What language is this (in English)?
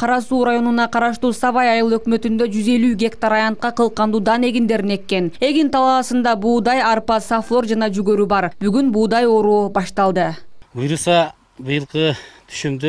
Kyrgyz